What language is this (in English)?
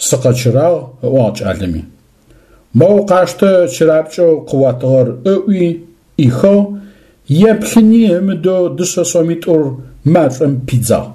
Adyghe